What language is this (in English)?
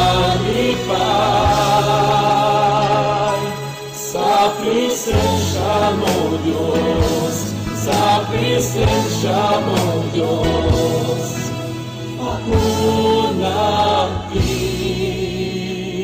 Cebuano